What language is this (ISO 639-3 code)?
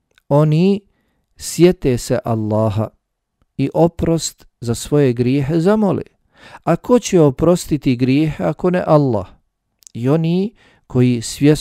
bos